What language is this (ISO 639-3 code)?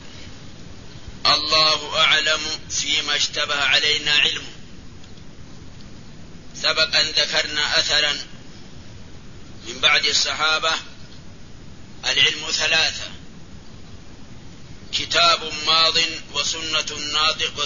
ara